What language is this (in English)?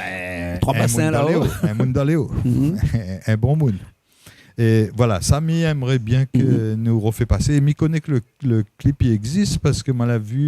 Réunion Creole French